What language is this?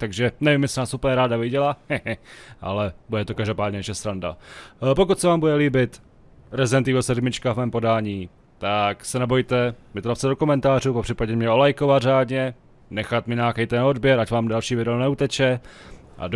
Czech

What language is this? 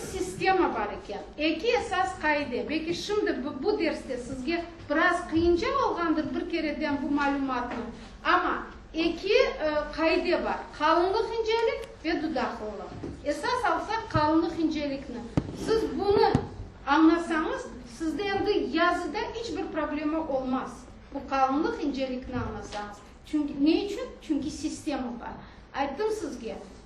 Crimean Tatar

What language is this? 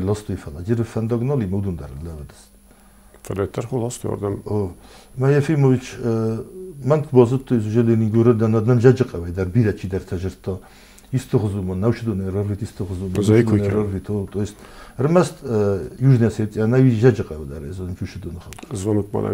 Ossetic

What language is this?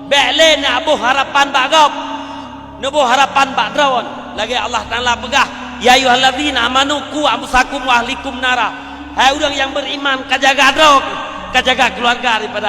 Achinese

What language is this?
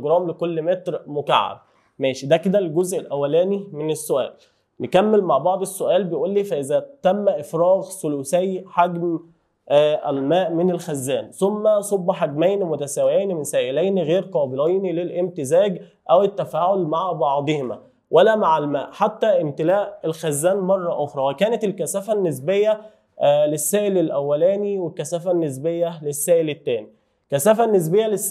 Egyptian Arabic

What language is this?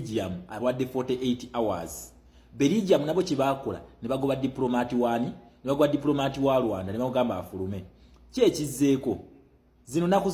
Ganda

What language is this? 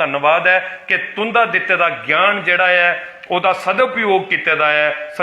Dogri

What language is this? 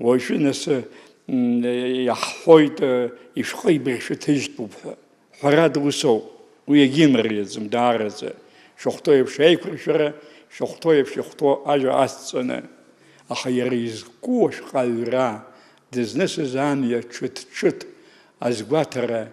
Abkhazian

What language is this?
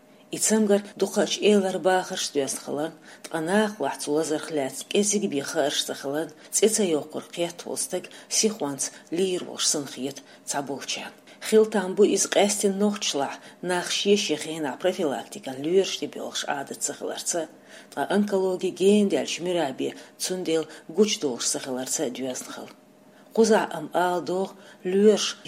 Chechen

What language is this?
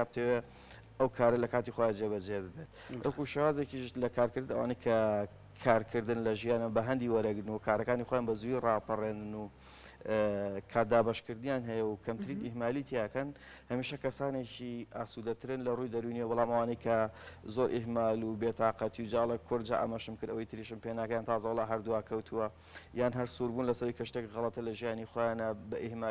Central Kurdish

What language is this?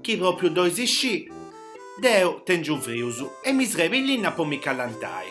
Sardinian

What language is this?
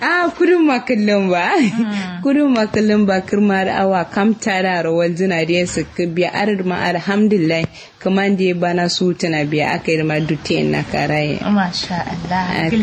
Kanuri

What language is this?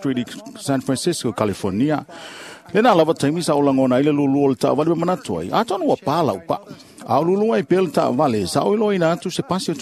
Samoan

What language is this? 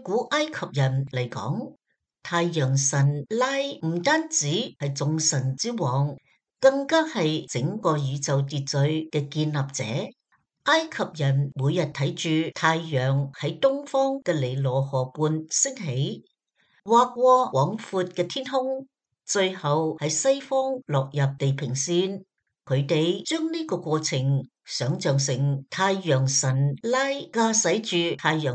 Cantonese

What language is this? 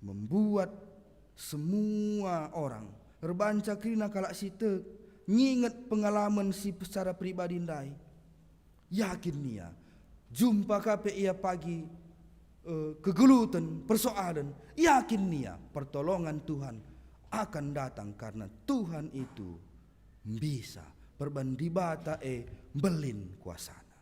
Batak Karo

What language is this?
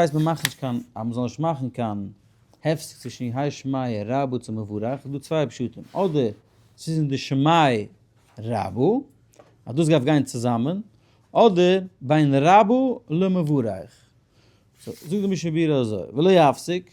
Yiddish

